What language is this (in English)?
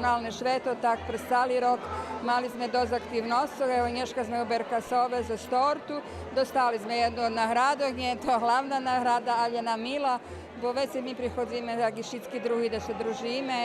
Rusyn